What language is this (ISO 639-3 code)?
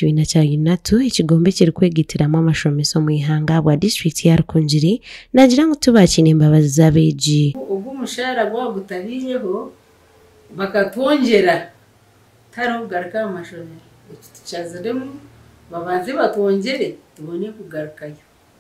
nyn